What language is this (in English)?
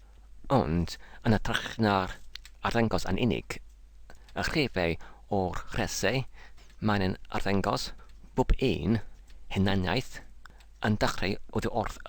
Welsh